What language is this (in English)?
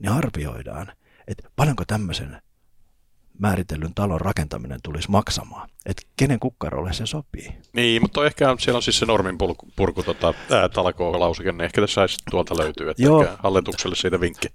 Finnish